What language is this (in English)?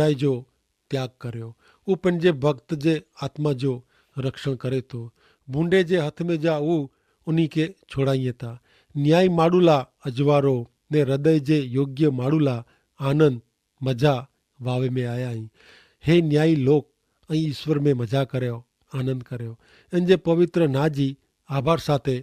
Kachhi